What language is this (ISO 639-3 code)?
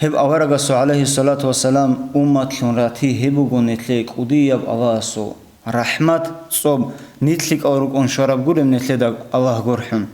ava